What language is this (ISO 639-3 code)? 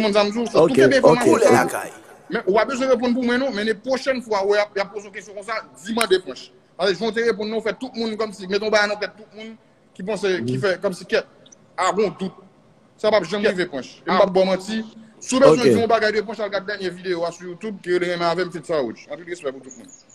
hat